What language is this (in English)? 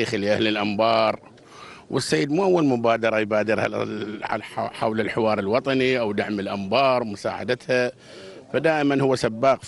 Mesopotamian Arabic